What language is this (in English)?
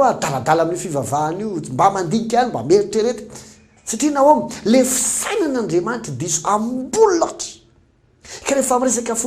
Malagasy